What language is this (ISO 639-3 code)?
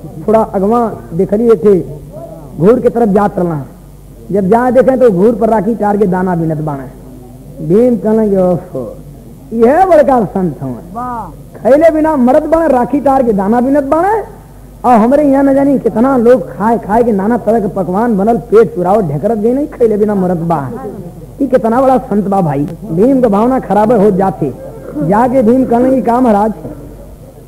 bho